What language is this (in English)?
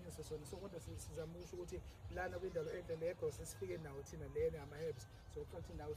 Zulu